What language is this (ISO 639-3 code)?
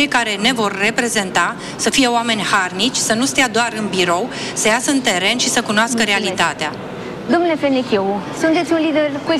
ron